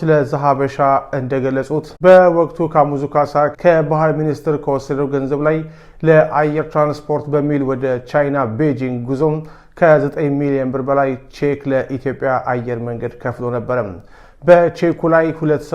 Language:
Amharic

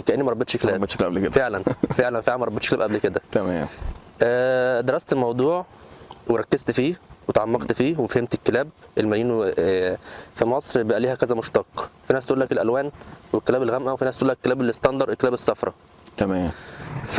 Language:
Egyptian Arabic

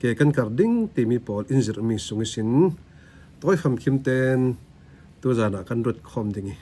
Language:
Falam Chin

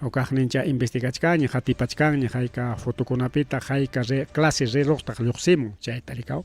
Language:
Ayacucho Quechua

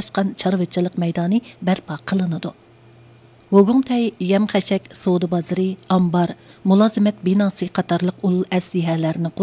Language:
Uyghur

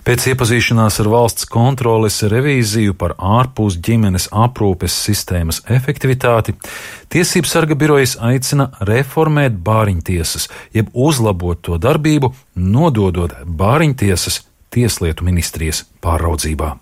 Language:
Latvian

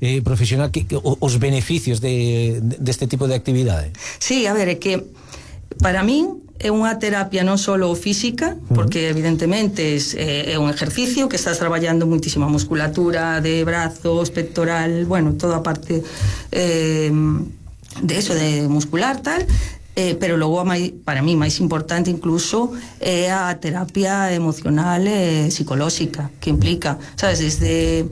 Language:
Galician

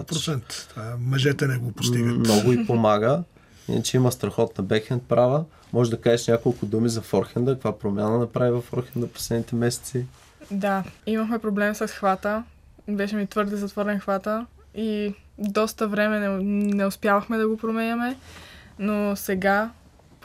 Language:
Bulgarian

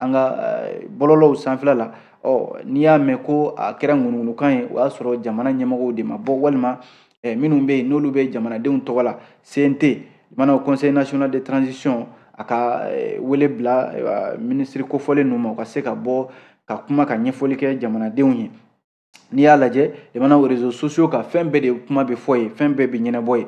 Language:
Bambara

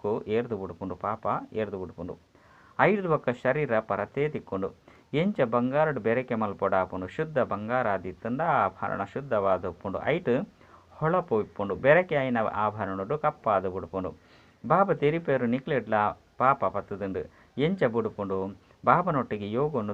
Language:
Tulu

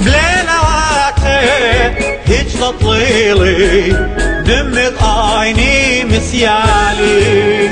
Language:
Assyrian Neo-Aramaic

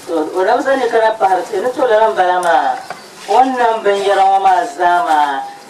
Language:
Dagbani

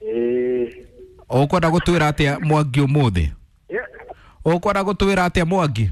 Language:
Kikuyu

